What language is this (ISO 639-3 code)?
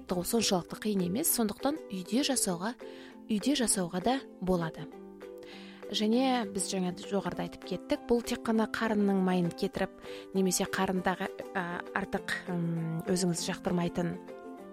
kaz